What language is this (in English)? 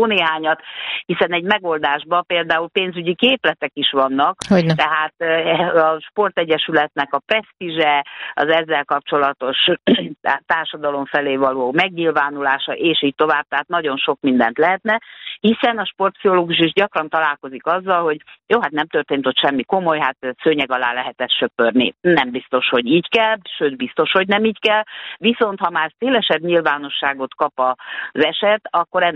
Hungarian